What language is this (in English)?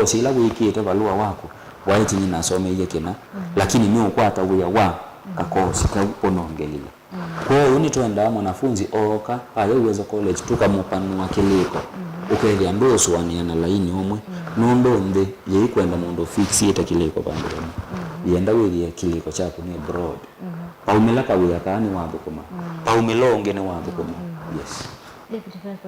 Kamba